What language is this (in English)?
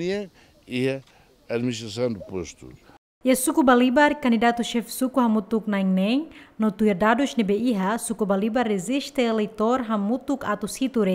Tetum